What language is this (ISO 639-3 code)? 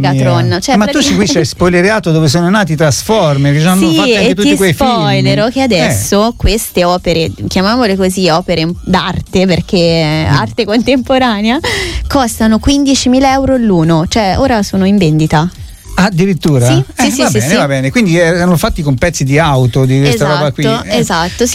ita